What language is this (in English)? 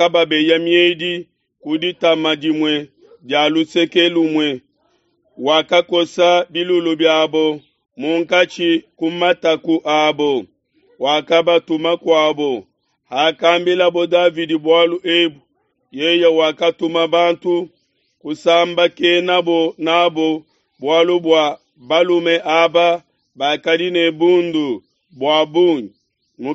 Luba-Lulua